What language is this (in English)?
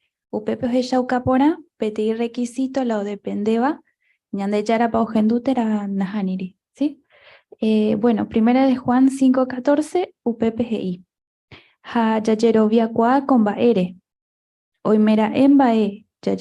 Guarani